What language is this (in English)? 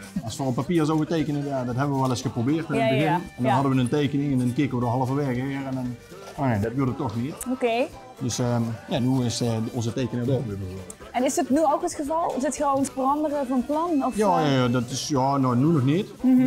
Limburgish